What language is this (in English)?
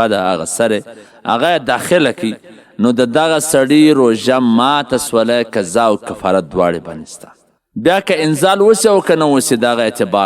Pashto